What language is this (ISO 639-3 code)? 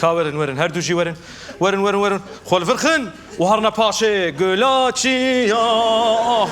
kur